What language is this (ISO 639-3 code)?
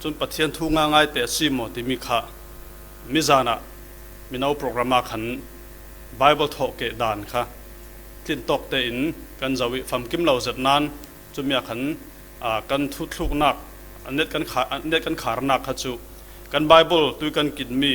cfm